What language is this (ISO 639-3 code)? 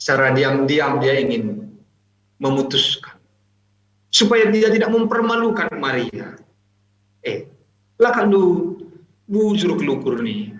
btx